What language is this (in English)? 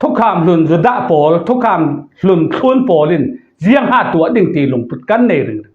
Falam Chin